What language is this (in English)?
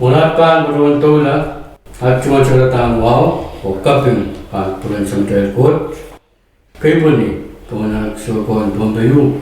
Pohnpeian